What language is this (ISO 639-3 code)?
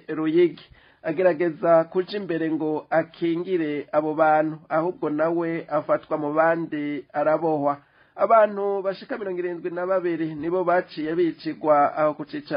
run